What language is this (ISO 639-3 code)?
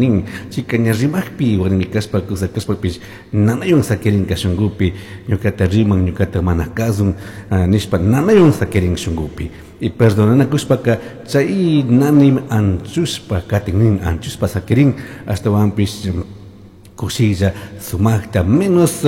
qug